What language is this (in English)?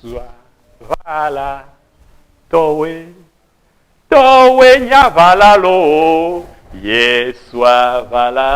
Ewe